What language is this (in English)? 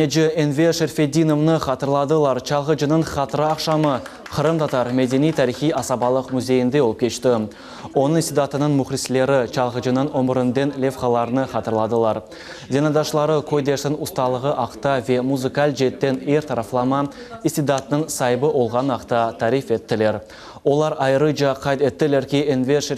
Crimean Tatar